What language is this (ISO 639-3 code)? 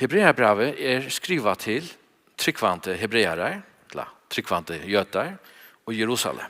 fao